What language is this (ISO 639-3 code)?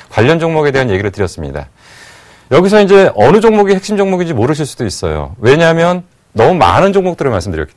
kor